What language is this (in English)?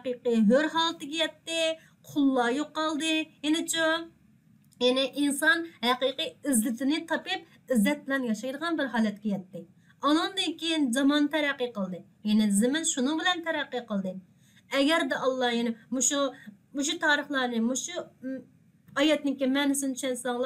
Uyghur